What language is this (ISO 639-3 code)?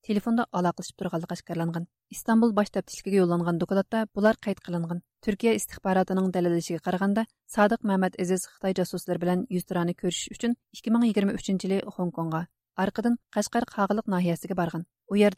uig